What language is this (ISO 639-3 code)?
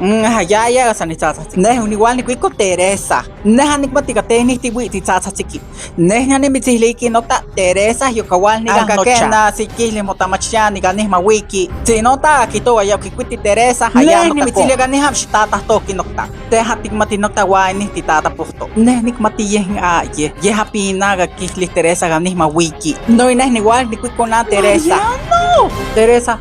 nhx